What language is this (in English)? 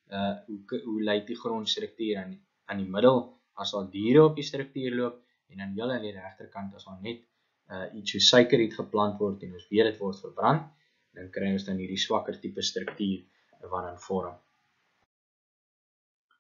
Afrikaans